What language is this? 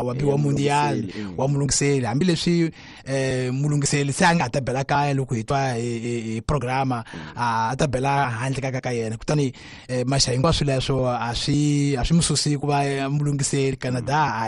Tsonga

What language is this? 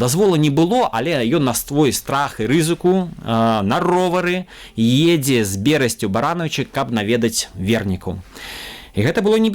Belarusian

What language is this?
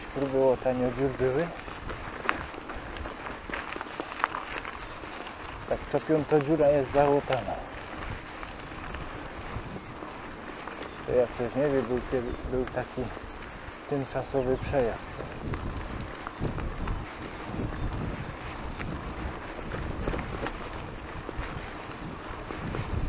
Polish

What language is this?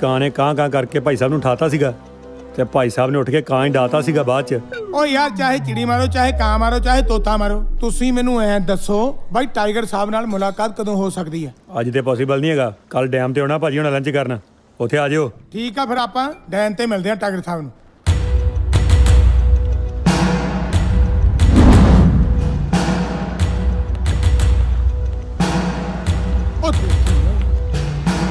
Punjabi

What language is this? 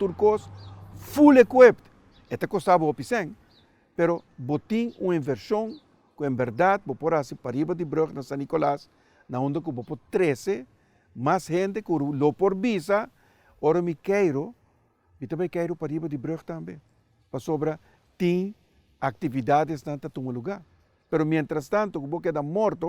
Papiamento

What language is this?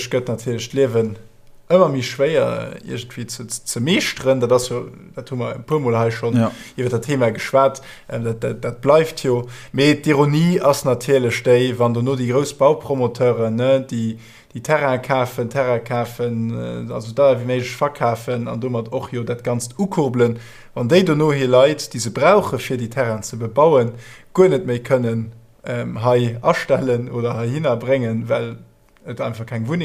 Luxembourgish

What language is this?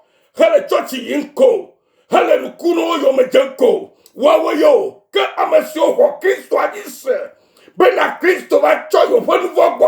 Ewe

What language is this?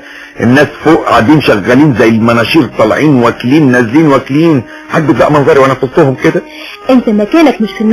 Egyptian Arabic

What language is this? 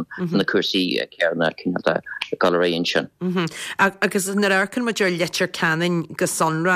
Irish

